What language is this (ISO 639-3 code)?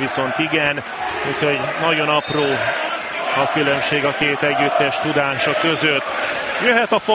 hun